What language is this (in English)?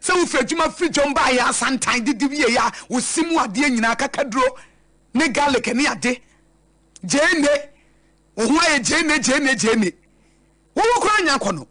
Akan